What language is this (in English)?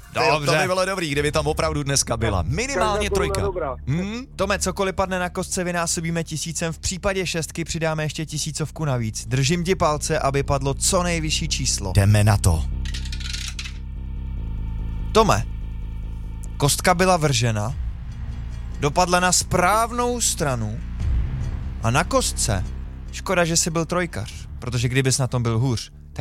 Czech